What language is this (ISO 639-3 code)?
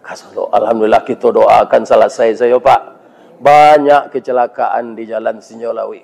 min